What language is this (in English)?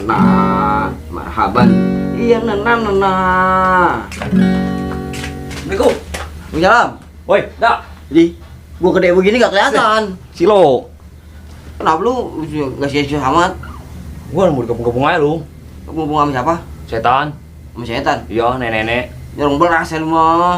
Betawi